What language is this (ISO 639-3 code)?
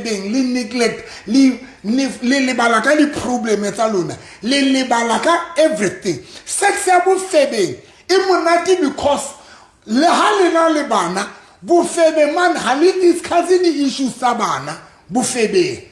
sot